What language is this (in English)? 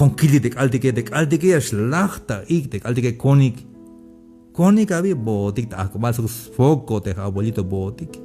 Tzeltal